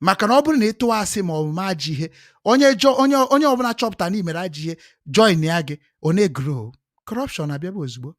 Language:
Igbo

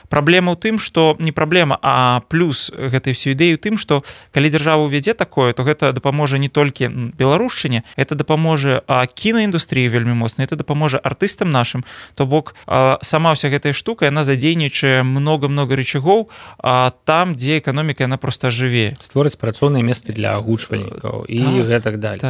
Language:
Belarusian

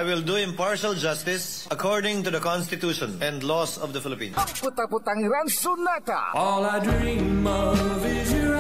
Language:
Pangasinan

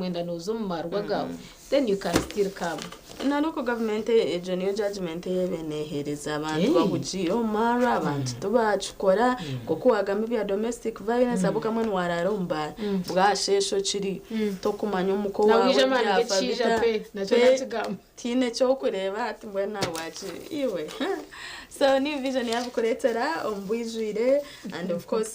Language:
Nyankole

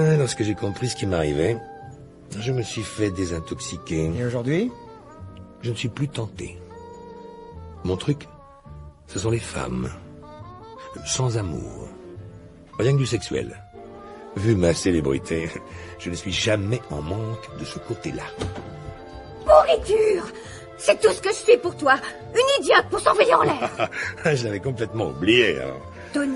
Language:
French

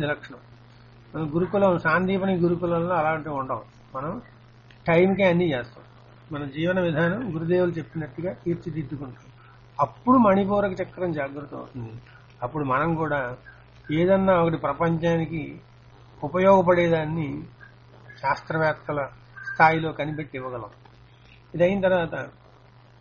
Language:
Telugu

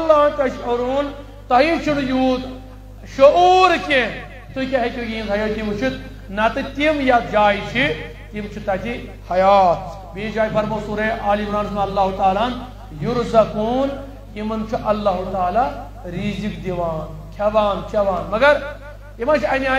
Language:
Kashmiri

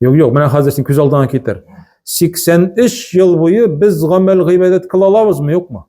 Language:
Tatar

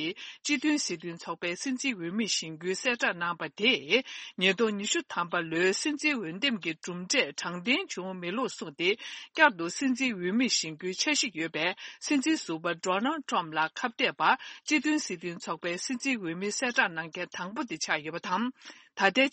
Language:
Tibetan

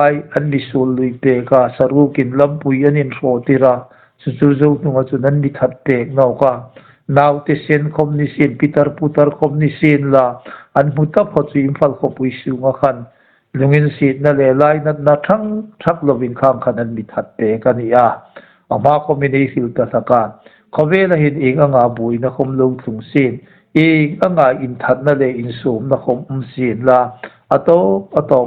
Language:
Hmar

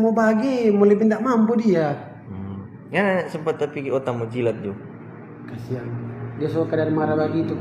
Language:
Manado Malay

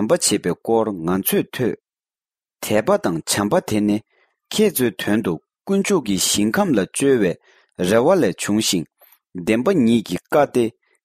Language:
Tibetan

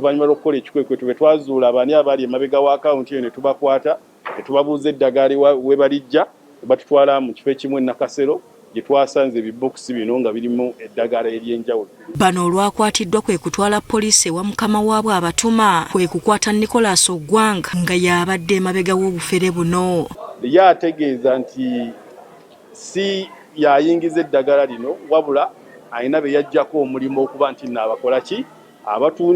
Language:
Ganda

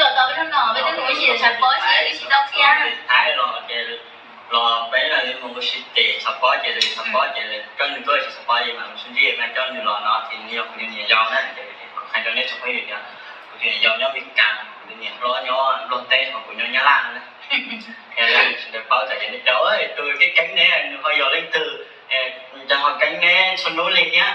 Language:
Hmong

